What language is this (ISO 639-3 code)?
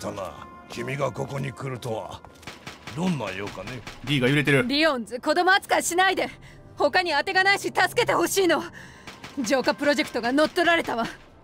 jpn